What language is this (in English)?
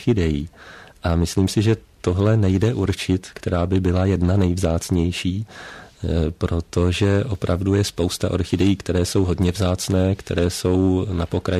Czech